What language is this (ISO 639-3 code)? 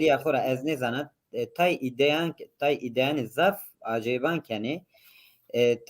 zza